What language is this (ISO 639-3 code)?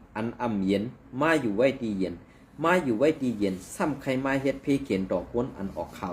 shn